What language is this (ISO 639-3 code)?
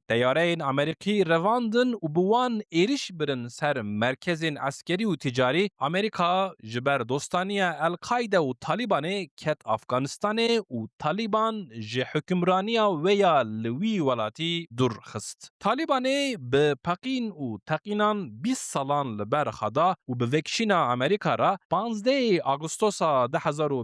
kur